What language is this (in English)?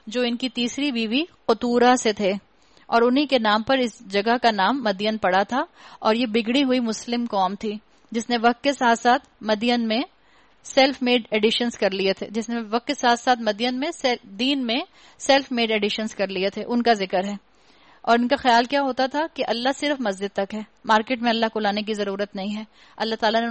Urdu